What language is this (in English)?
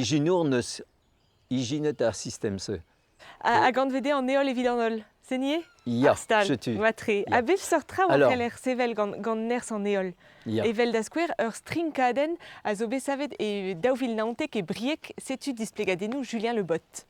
Breton